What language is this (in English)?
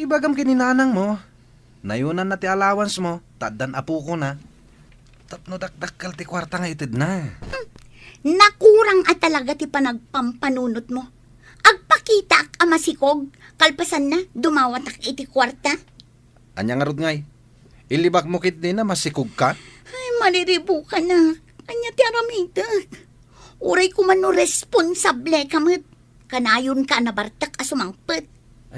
Iloko